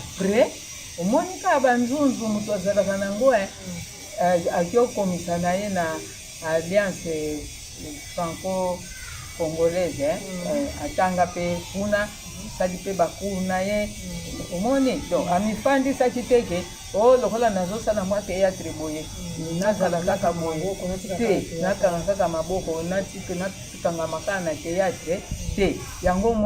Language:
Lingala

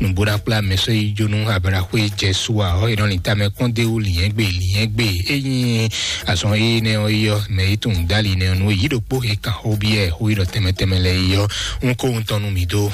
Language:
Fon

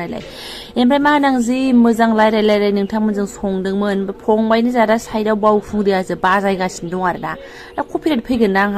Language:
Bodo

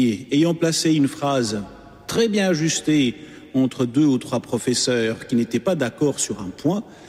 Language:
French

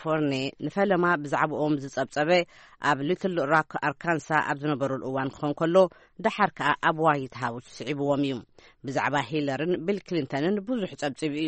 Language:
Tigrinya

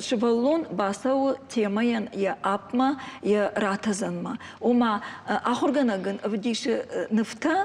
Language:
Ossetic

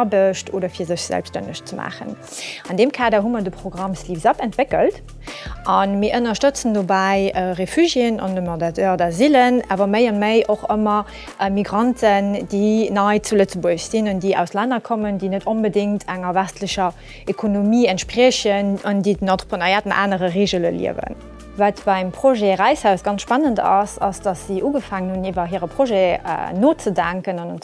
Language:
Luxembourgish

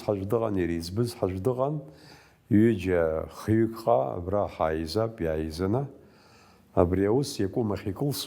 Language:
Abkhazian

